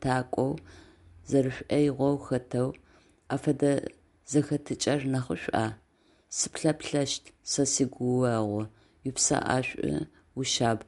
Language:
Adyghe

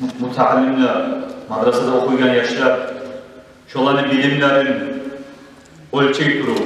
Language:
Kumyk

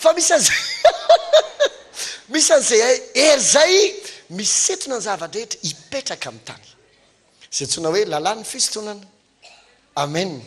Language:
Malagasy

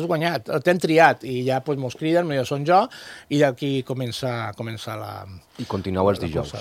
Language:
Catalan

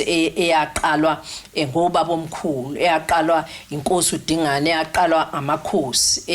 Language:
Zulu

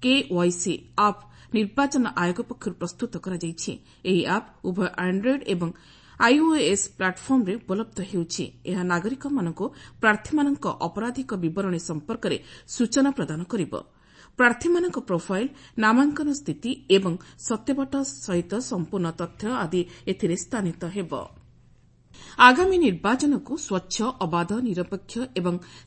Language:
Odia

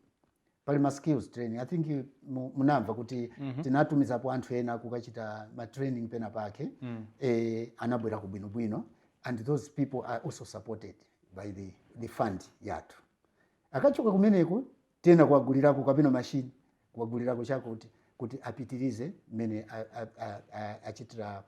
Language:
Nyanja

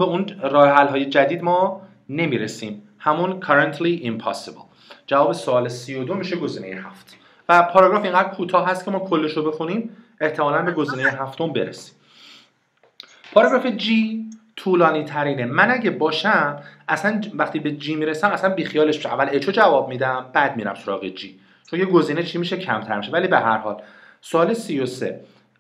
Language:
Persian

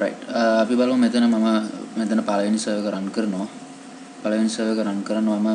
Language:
Sinhala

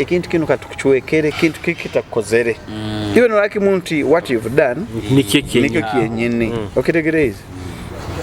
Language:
Nyoro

